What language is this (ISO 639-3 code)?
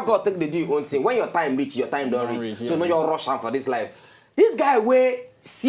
pcm